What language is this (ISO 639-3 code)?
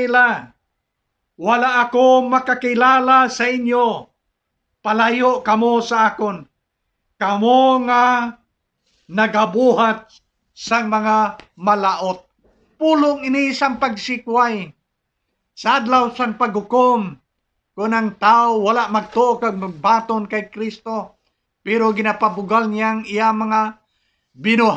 hil